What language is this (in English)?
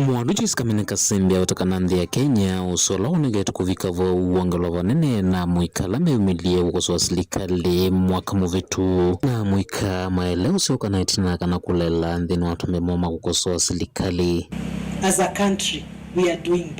Kamba